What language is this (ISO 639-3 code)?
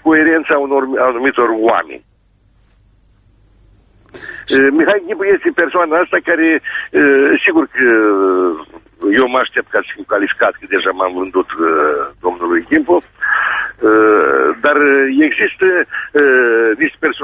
ron